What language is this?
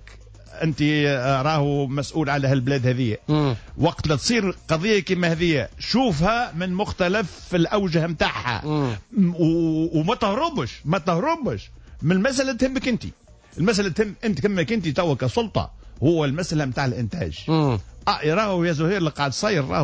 Tunisian Arabic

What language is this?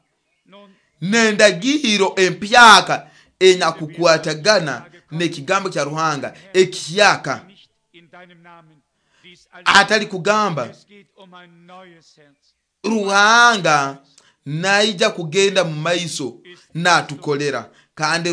Nyoro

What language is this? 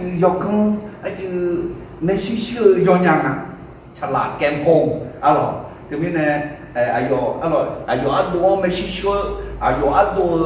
Akha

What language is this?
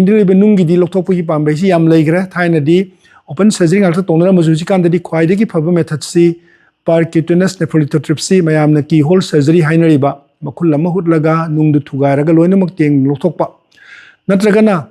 Manipuri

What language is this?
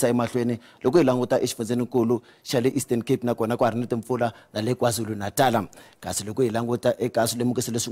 Tsonga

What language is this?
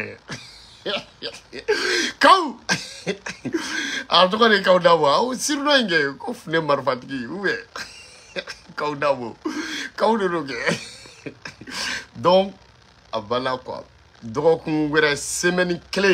Bambara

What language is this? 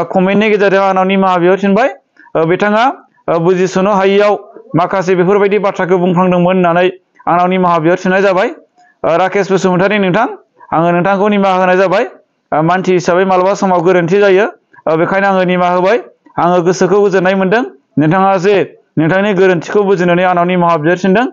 Bodo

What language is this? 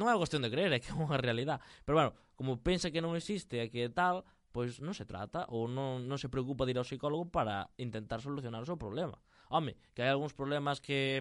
Galician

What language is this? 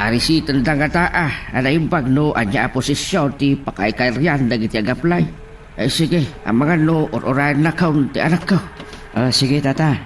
Iloko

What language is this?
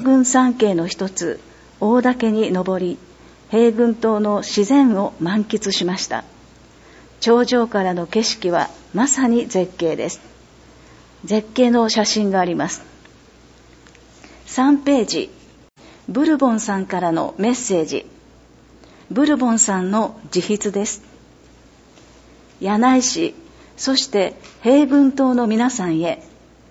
Japanese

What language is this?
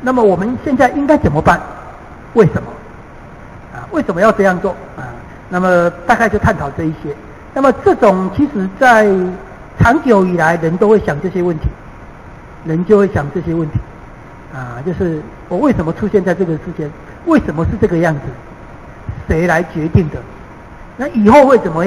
Chinese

